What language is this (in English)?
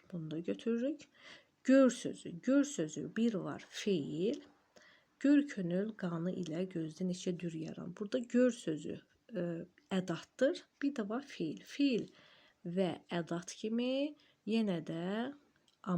Azerbaijani